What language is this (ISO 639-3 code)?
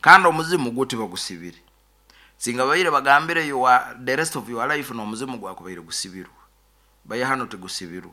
nyo